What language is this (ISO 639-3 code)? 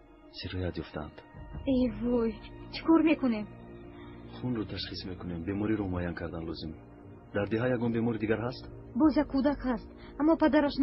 tgk